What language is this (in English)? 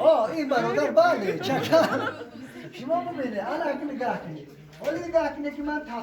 Tajik